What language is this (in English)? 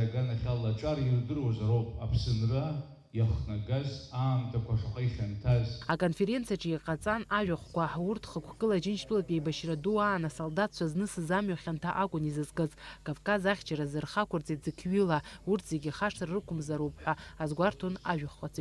Abkhazian